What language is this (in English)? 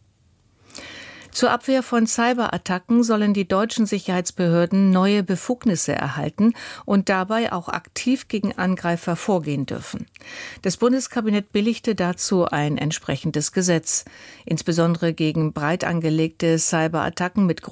German